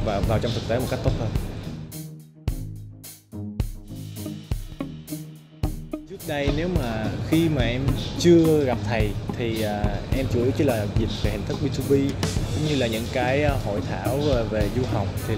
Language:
Vietnamese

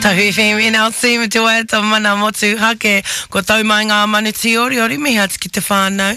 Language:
Māori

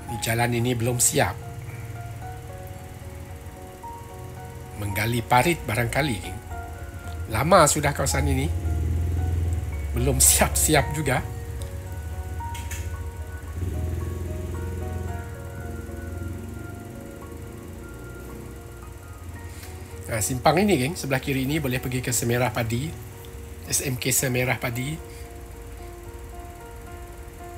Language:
Malay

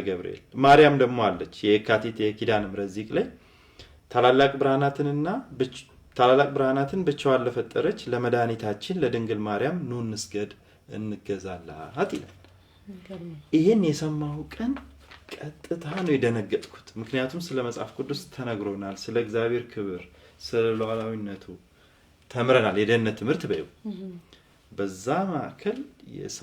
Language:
Amharic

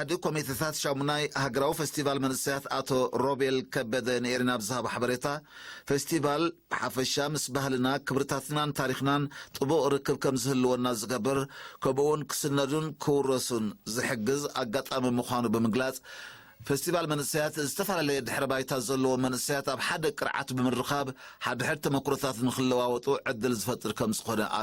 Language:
Tigrinya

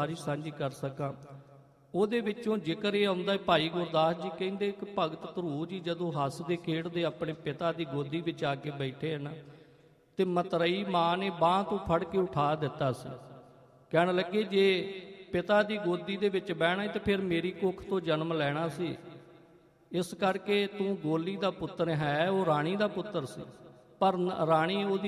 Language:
Punjabi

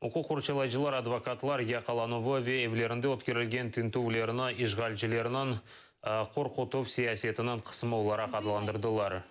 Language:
Crimean Tatar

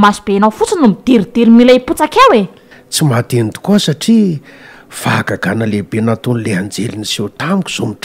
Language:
Malagasy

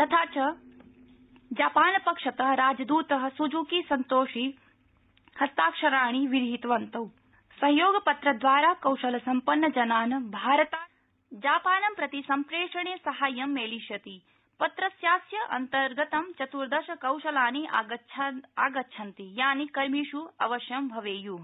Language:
Sanskrit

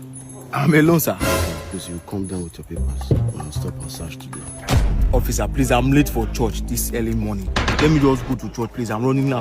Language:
Nigerian Pidgin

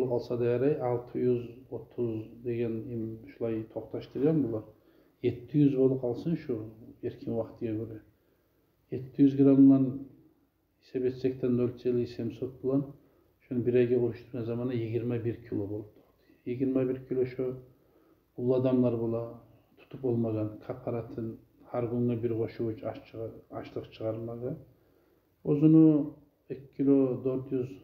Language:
Kumyk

